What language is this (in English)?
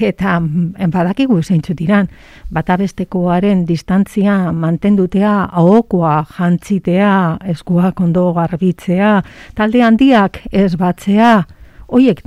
Basque